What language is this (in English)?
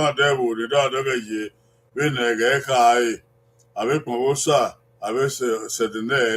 Bini